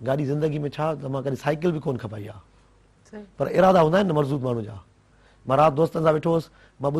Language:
Sindhi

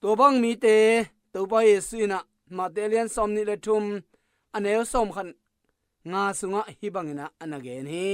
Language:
Tedim Chin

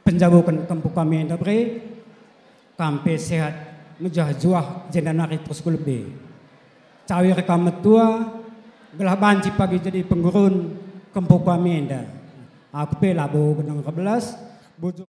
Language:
Batak Karo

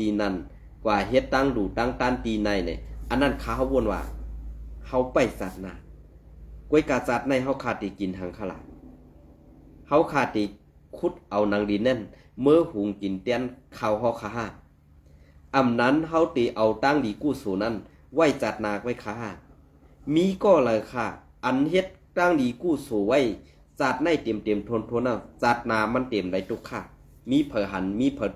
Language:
Shan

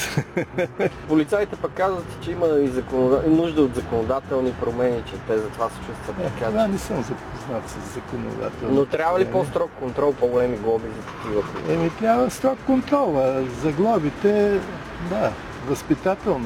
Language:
Bulgarian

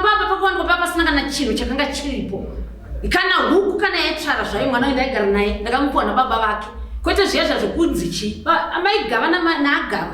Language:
Shona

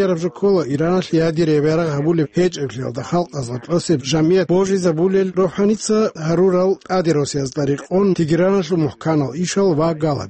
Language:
Avaric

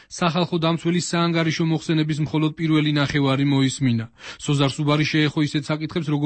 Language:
Georgian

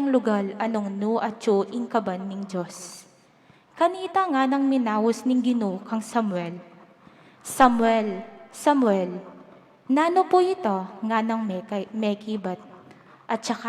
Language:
Pampanga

